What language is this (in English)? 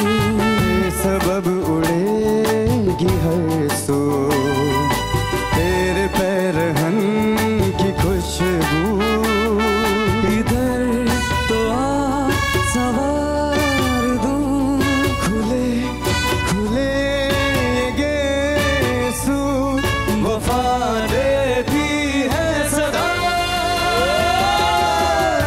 Hindi